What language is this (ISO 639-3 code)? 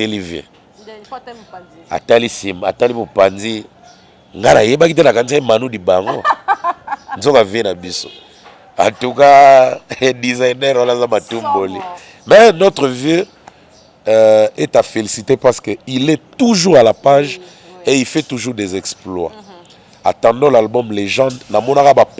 lin